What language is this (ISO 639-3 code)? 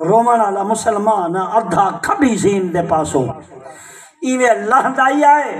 skr